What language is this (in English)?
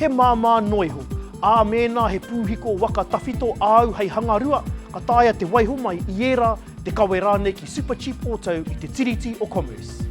Māori